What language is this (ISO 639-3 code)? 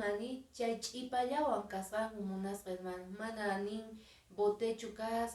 que